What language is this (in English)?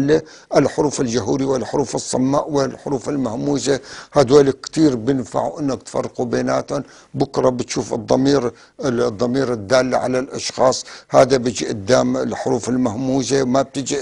North Levantine Arabic